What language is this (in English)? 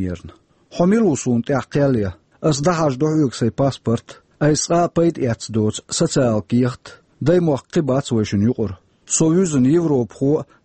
Chechen